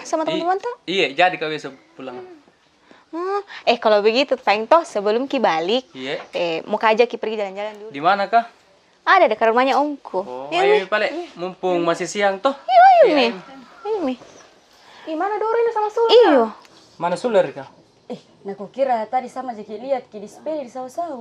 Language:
Makassar Malay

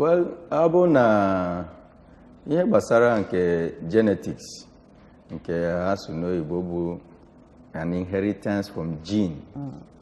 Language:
Igbo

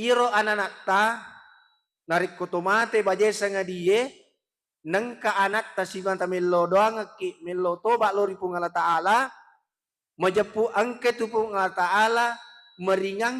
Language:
Buginese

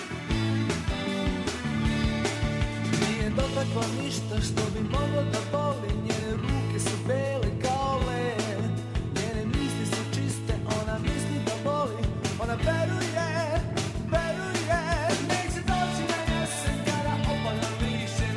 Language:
Serbian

